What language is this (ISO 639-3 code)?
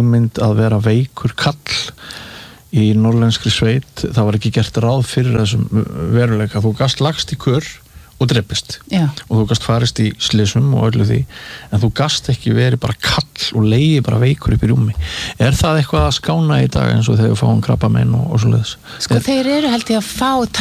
isl